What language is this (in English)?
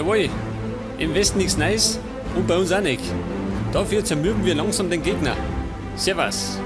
Bavarian